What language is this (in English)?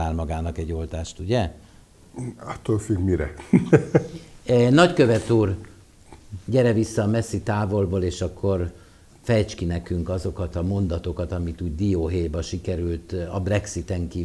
Hungarian